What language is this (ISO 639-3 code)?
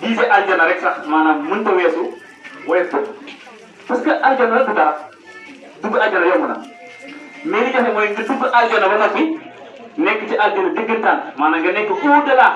wol